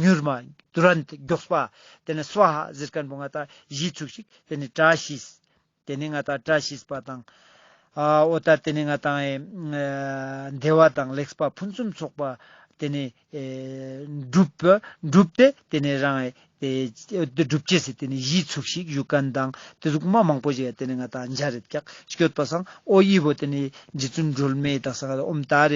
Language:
Ladakhi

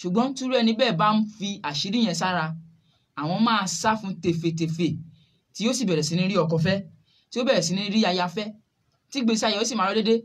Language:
Yoruba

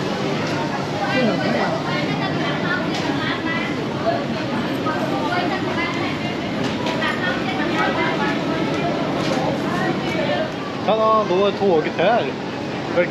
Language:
Swedish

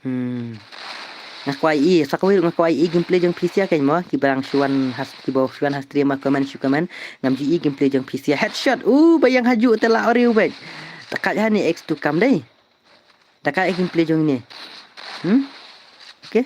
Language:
Khasi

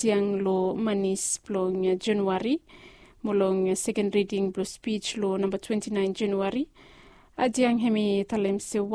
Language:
Bislama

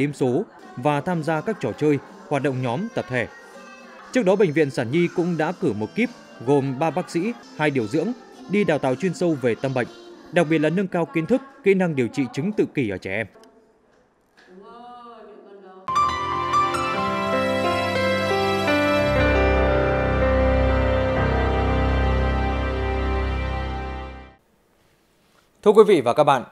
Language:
Vietnamese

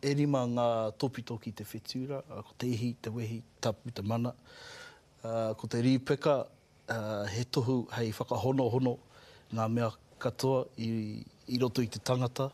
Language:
Māori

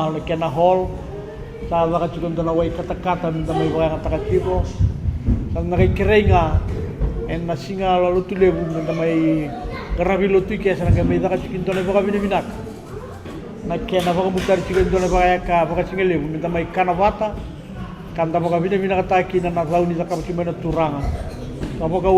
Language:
Fijian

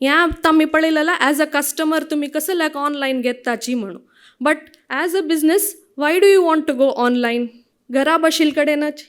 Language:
Konkani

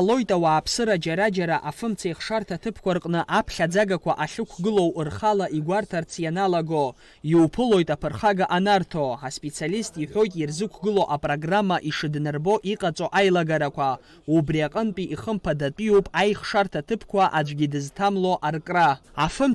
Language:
Abkhazian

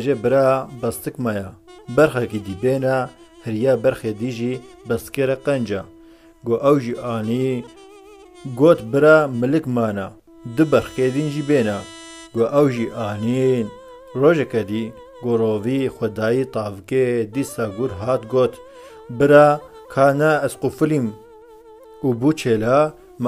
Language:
Kurdish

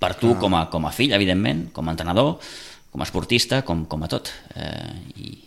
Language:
Catalan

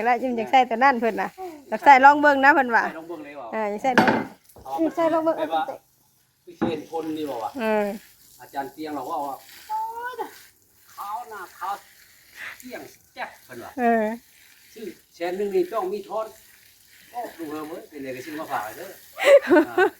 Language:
Northeastern Thai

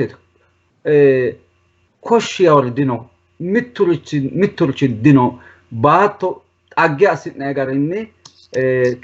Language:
Sidamo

